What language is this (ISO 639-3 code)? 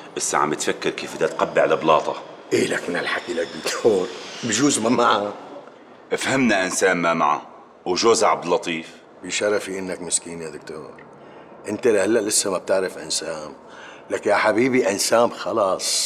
apc